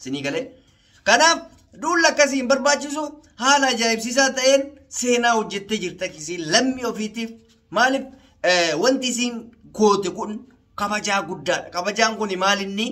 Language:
Oromo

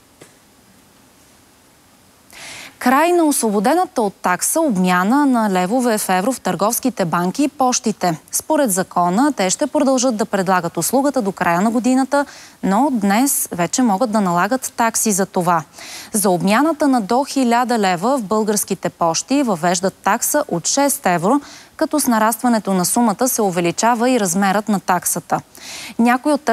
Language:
Bulgarian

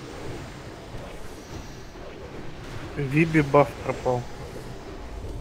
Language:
Russian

